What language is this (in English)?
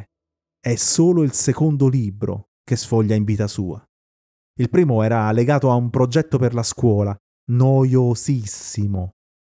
Italian